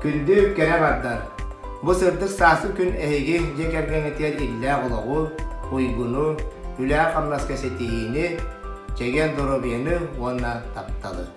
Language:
Yakut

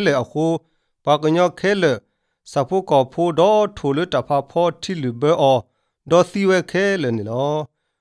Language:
Latvian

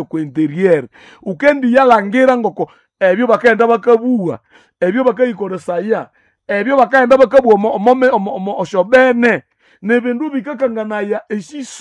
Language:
Nande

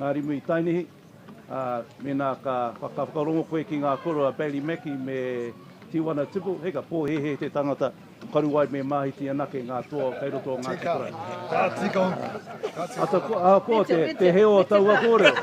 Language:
Māori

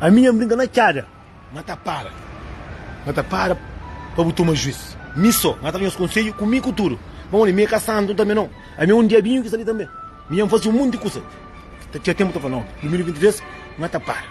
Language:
Kabuverdianu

